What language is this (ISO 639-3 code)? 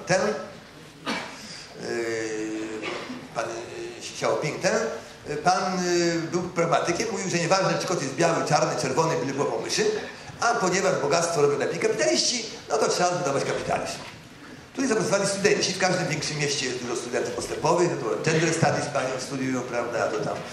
pol